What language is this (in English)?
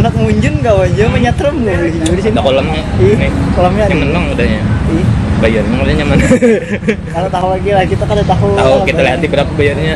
Banjar